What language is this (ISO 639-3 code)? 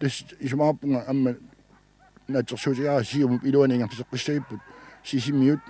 kal